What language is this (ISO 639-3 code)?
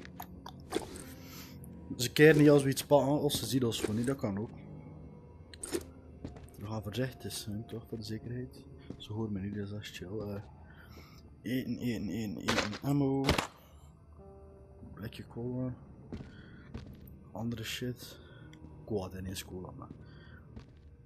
nld